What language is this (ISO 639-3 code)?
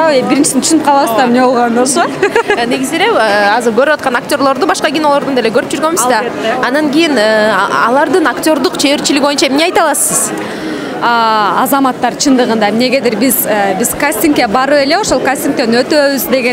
kir